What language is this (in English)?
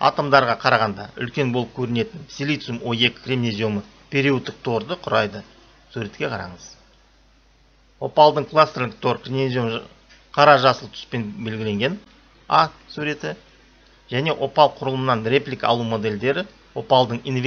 Kazakh